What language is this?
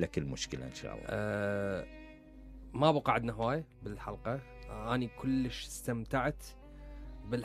Mesopotamian Arabic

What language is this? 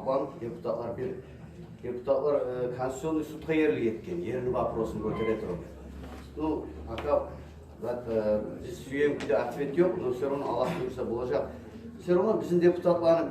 Kumyk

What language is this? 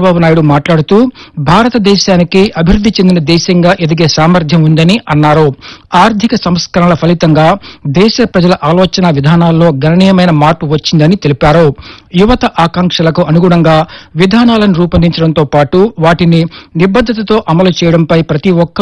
Telugu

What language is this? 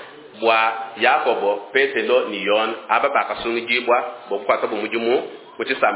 Luba-Lulua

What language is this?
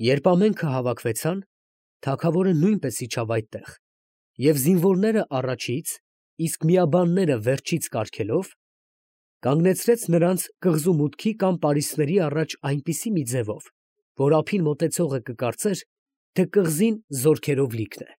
Armenian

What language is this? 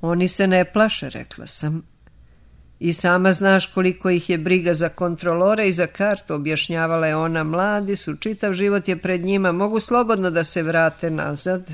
Serbian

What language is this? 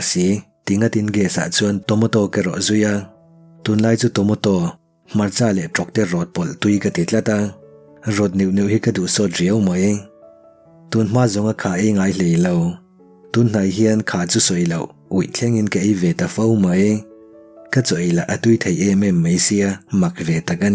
Mizo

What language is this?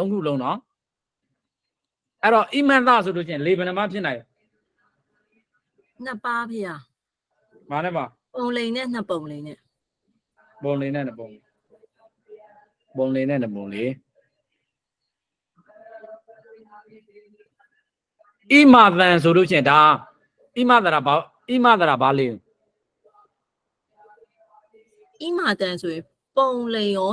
Burmese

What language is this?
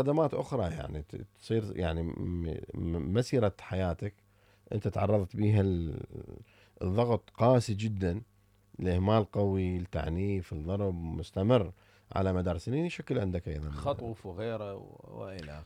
Mesopotamian Arabic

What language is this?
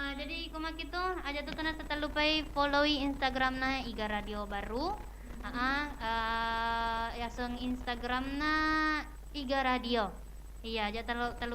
Buginese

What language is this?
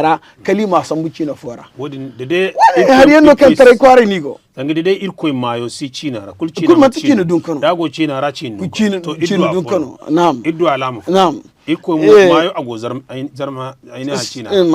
Zarma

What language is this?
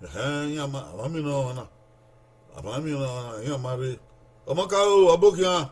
Bini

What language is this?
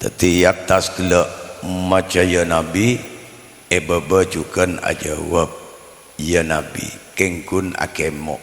Madurese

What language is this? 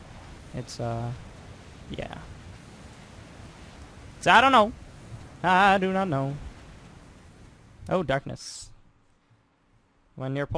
English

